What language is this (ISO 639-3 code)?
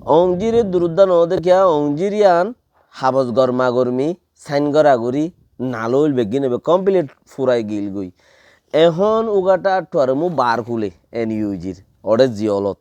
rhg